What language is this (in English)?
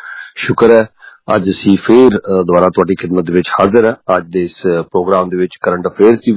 Punjabi